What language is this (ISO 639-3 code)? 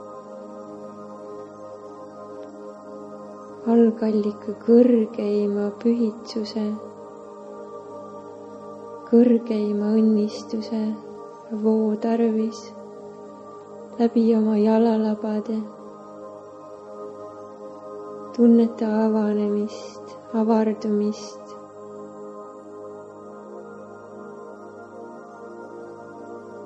est